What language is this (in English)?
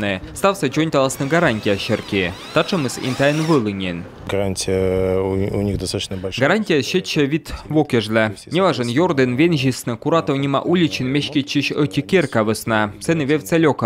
Komi